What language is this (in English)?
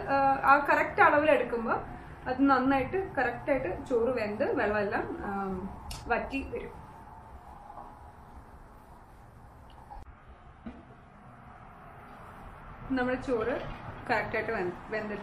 Malayalam